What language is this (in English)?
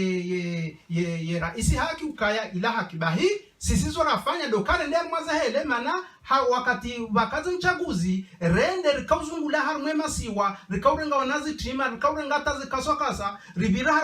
Ngazidja Comorian